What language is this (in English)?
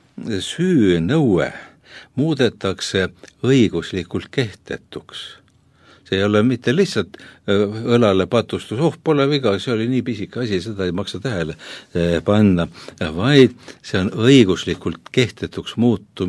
Estonian